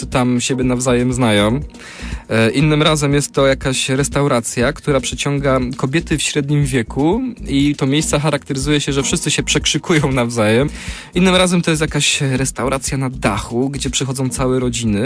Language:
Polish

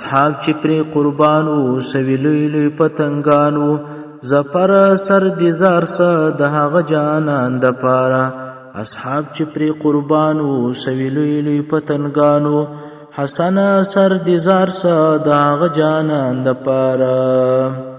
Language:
Pashto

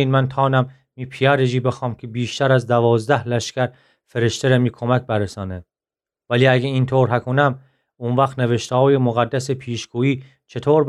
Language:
Gilaki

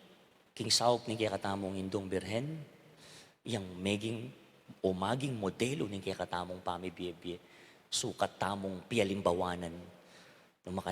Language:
Pampanga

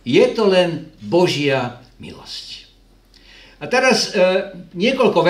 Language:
Slovak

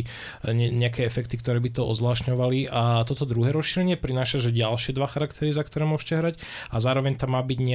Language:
Slovak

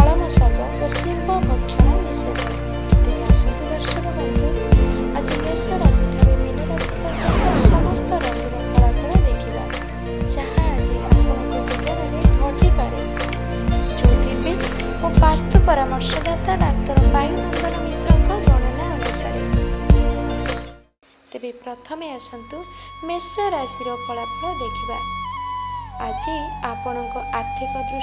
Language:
Odia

